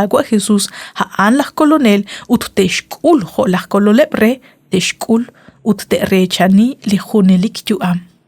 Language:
Kekchí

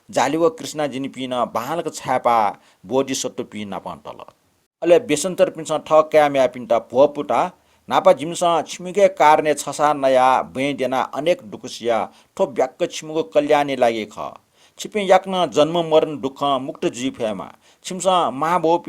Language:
Newari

